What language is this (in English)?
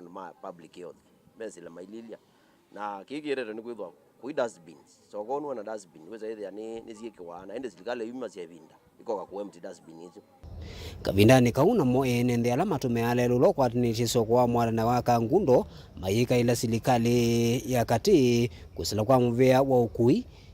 Kamba